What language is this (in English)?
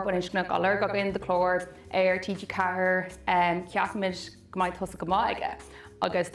Irish